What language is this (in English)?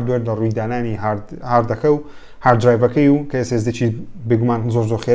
Central Kurdish